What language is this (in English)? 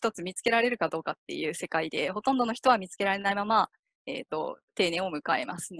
Japanese